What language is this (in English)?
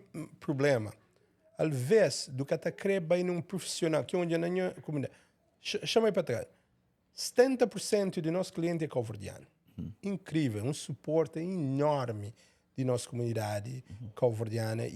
Kabuverdianu